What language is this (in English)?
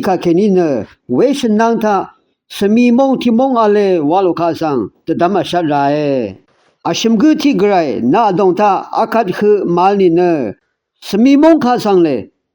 Rawang